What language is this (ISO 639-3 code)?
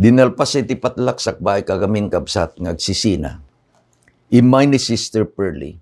ilo